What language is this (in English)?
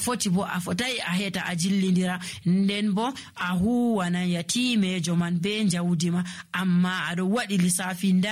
Nigerian Fulfulde